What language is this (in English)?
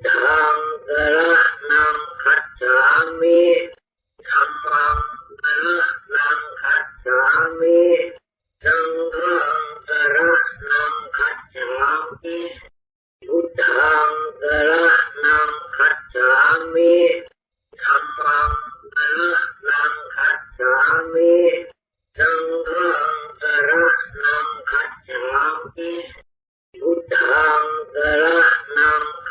Pali